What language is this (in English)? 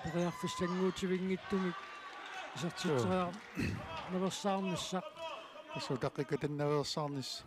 Kalaallisut